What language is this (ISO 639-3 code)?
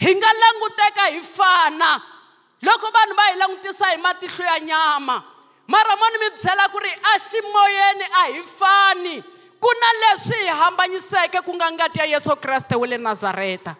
tso